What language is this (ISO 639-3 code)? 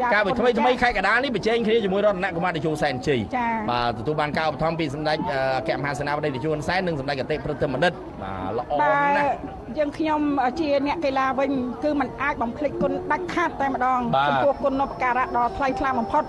khm